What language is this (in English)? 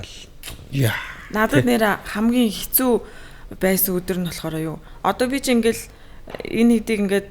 Mongolian